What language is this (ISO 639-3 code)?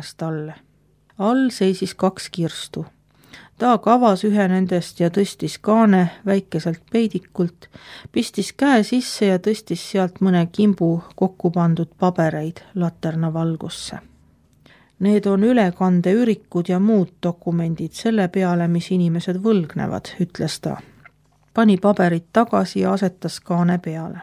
est